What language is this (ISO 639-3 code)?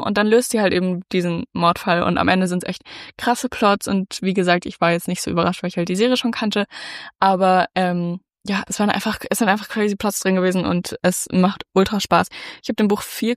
deu